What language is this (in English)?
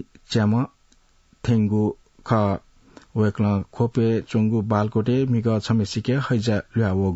Newari